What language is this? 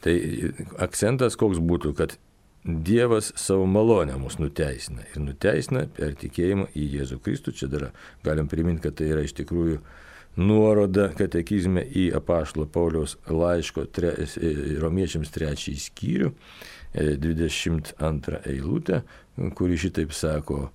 Lithuanian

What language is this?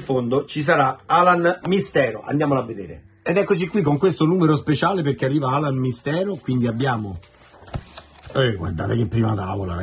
Italian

